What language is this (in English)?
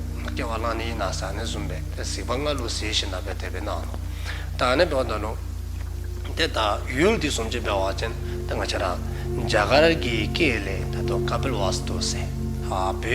Dzongkha